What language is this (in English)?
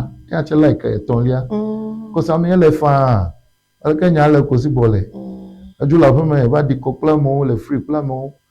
Ewe